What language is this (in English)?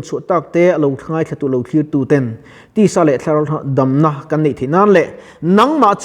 Mizo